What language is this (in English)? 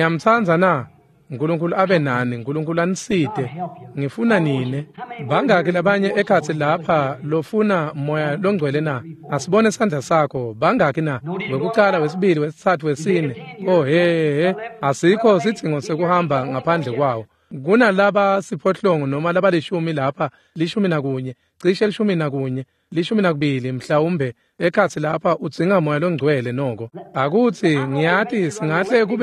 Swati